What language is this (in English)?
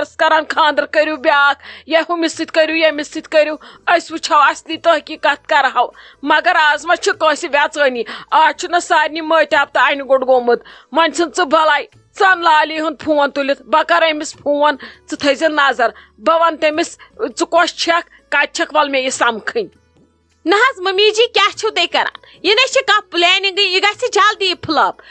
Kashmiri